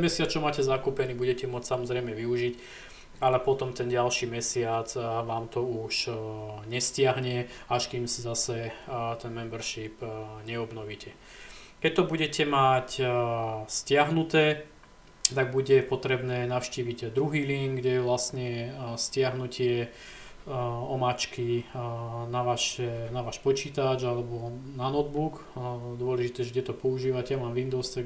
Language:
Slovak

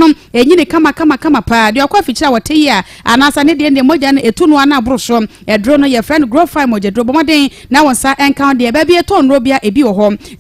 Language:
Akan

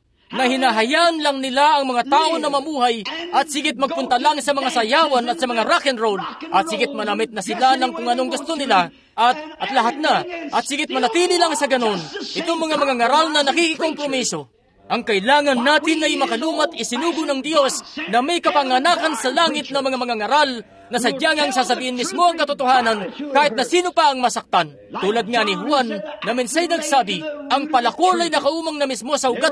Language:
Filipino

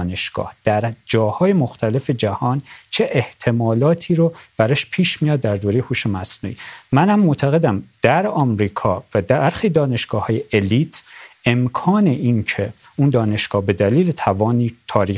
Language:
Persian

